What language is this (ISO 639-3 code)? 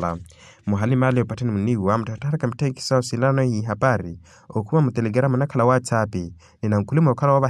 vmw